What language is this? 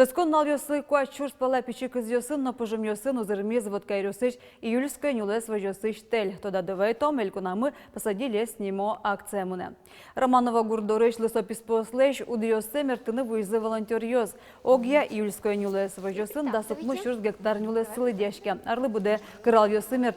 Udmurt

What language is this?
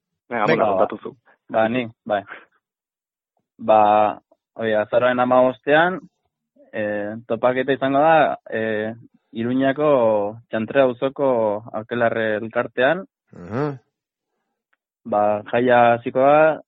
Basque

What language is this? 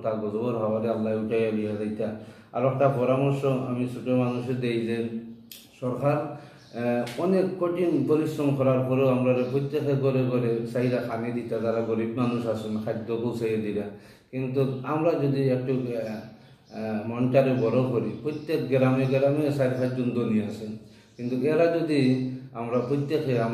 Bangla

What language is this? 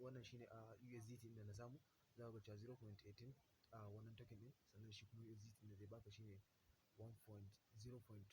Hausa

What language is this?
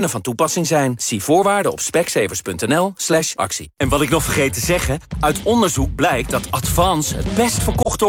Dutch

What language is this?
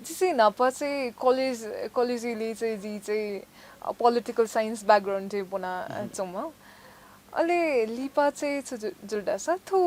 Newari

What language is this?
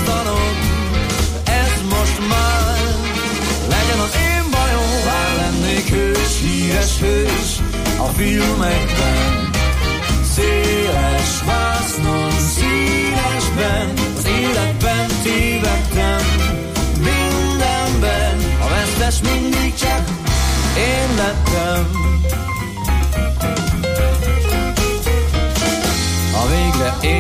Hungarian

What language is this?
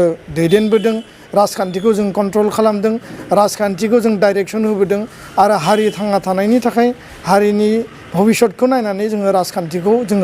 Bodo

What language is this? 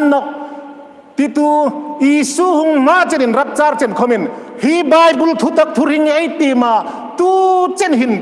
Hmar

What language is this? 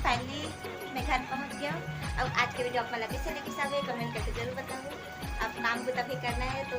Chhattisgarhi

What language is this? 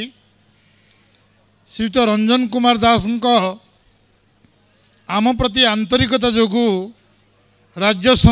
Odia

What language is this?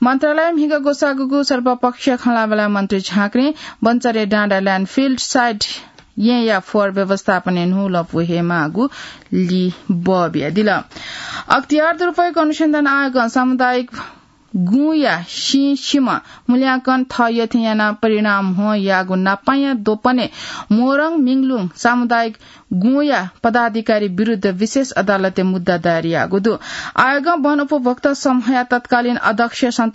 Newari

